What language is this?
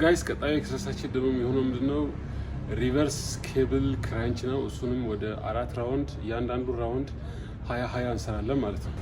Amharic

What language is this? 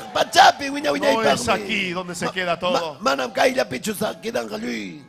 Ayacucho Quechua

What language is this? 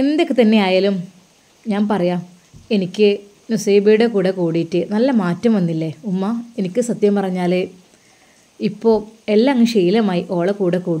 Malayalam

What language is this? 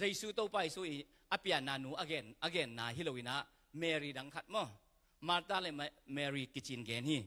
Tedim Chin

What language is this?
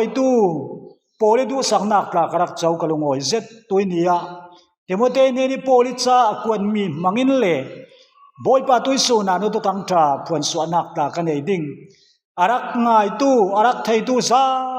Falam Chin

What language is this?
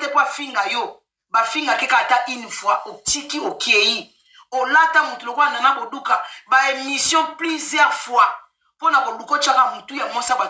Lingala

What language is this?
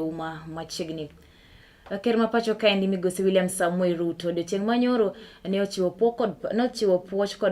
Luo (Kenya and Tanzania)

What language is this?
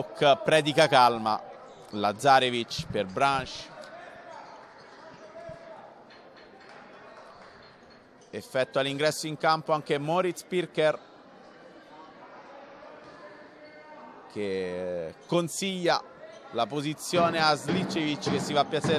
Italian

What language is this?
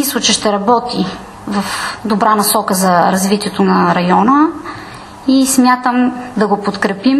Bulgarian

